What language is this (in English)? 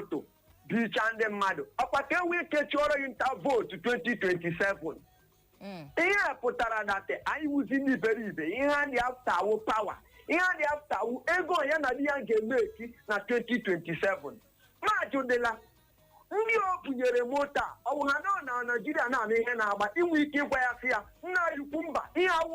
Igbo